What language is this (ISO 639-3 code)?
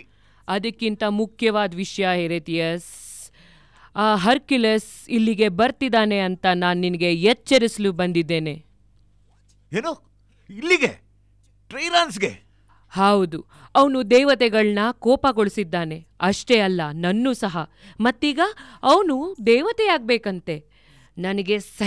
kan